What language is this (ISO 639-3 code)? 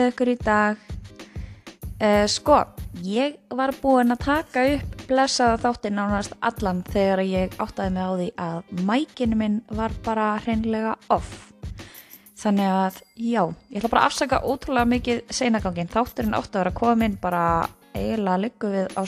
isl